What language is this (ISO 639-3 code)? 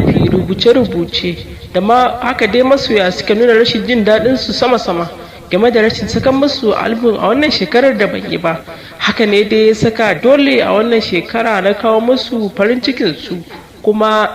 hau